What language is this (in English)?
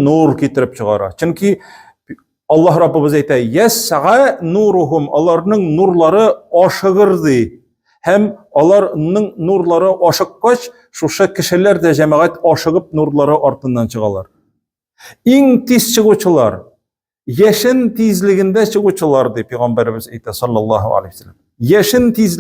Tatar